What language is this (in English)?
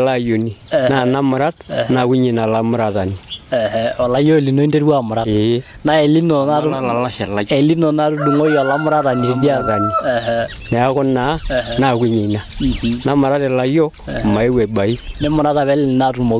Masai